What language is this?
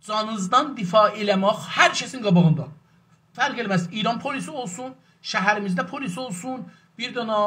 South Azerbaijani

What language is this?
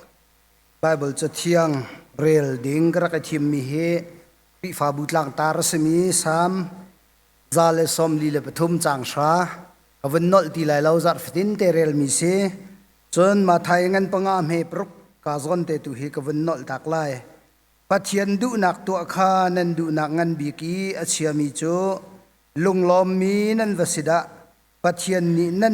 Hakha Chin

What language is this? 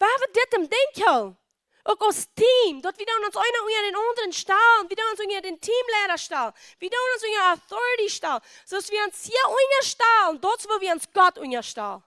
Plautdietsch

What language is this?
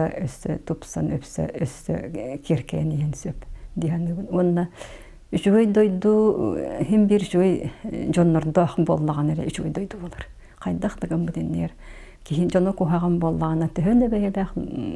Yakut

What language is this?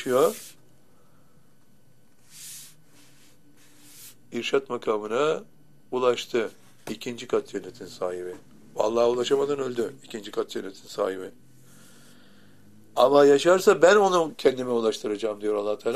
Turkish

